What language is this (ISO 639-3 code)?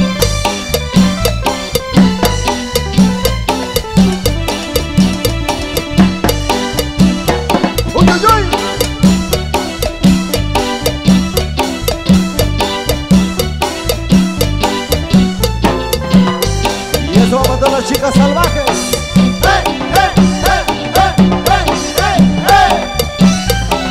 spa